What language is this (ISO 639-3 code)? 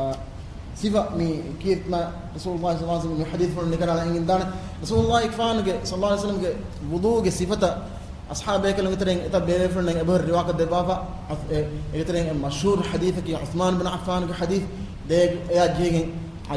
div